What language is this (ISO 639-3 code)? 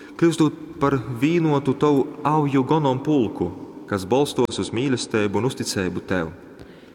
ltg